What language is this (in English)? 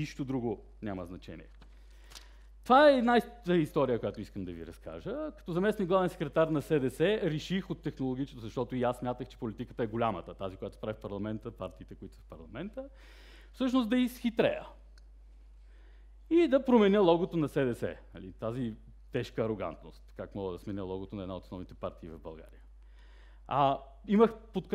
Bulgarian